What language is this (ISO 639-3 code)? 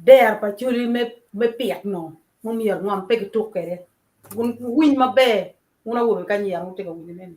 ach